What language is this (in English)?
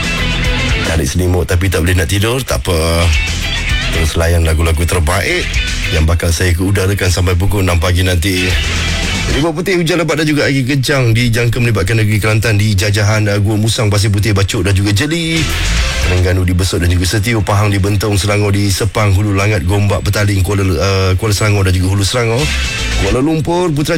Malay